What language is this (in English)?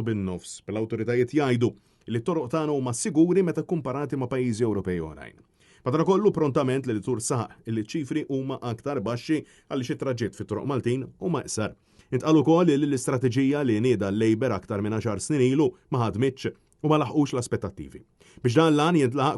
Maltese